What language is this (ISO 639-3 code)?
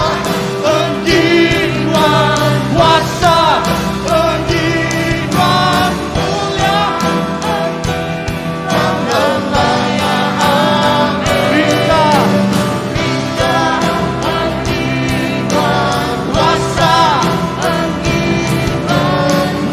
iba